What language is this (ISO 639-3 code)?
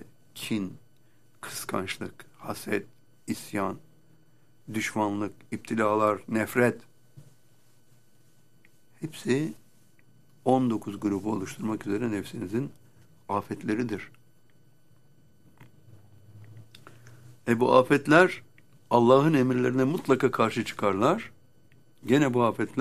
tur